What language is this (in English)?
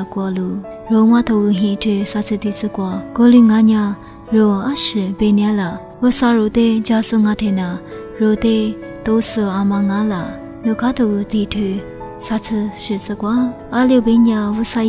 Lisu